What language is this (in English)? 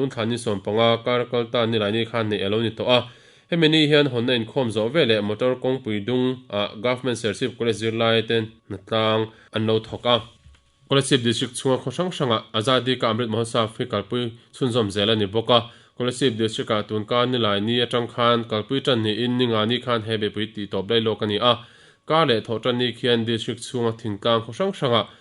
Mizo